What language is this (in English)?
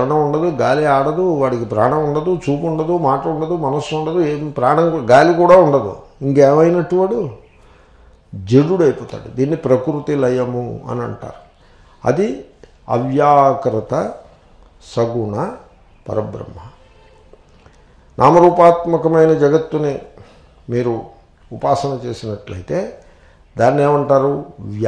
Telugu